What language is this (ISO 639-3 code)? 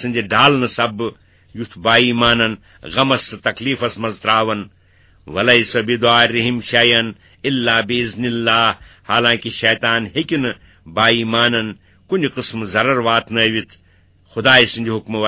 kas